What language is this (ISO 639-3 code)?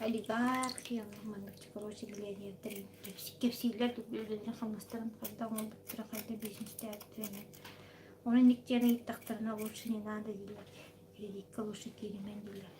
sah